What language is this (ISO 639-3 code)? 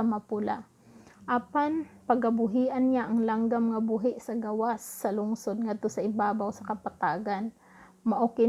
ceb